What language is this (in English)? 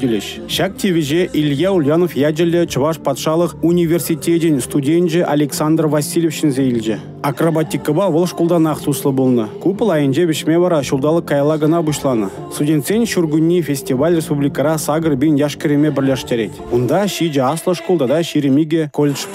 Chuvash